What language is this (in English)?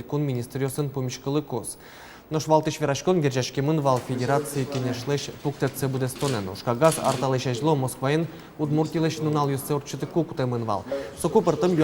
Udmurt